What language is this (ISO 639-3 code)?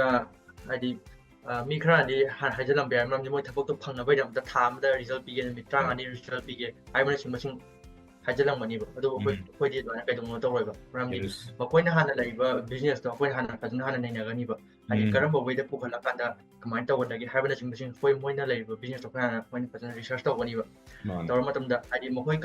mni